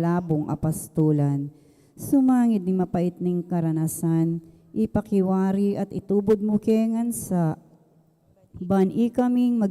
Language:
Pampanga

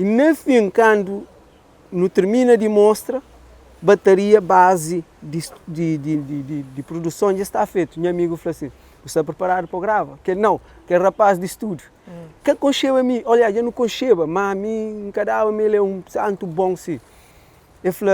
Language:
Kabuverdianu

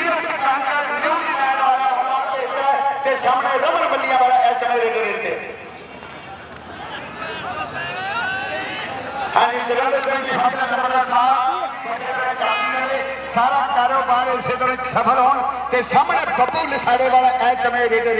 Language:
Punjabi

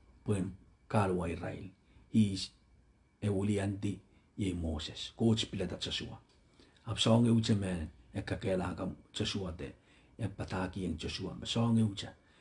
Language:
Pohnpeian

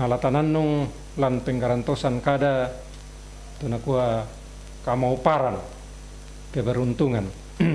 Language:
Toraja-Sa'dan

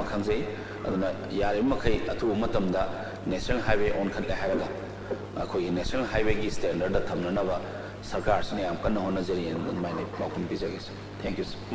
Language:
Manipuri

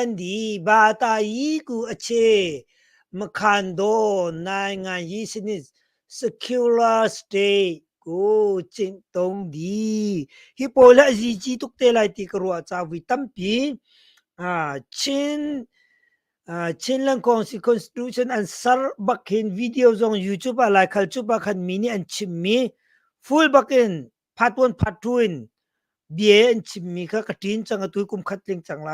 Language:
Hakha Chin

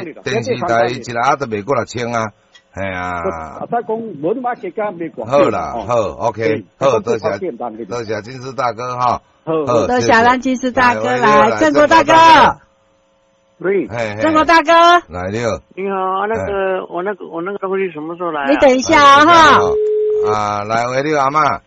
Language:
Min Nan Chinese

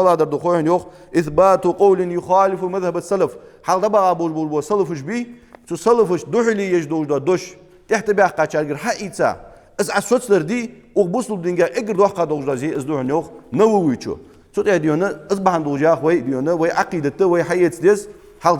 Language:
Ingush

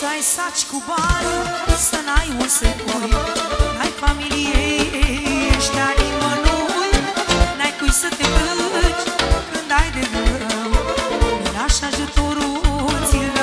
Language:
Romanian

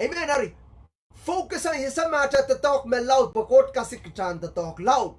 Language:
Pohnpeian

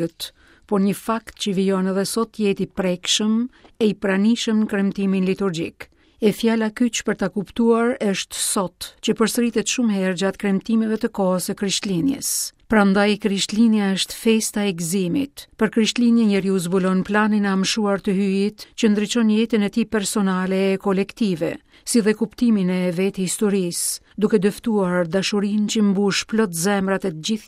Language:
Albanian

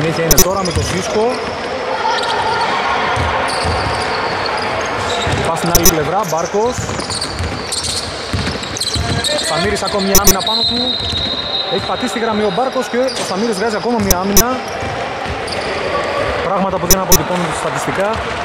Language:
Greek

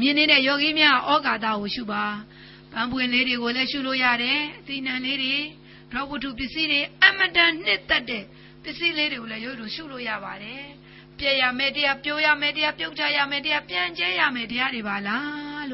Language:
Burmese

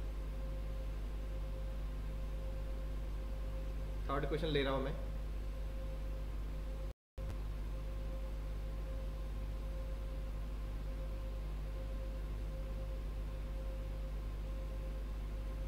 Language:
Hindi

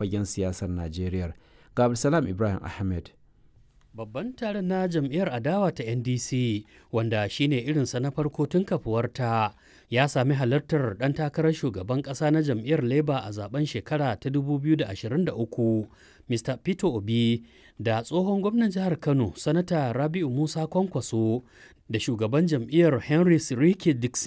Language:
Hausa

